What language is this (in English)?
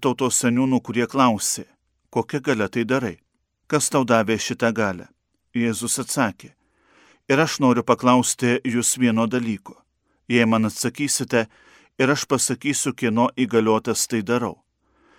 Lithuanian